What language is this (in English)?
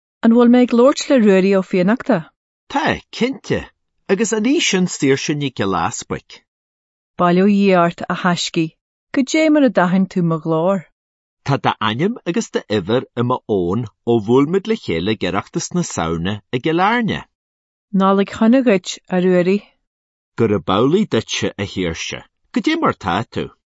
Irish